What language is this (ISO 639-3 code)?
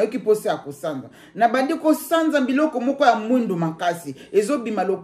lin